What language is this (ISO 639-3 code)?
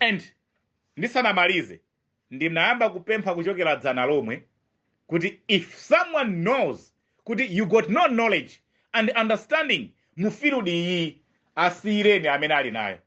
nya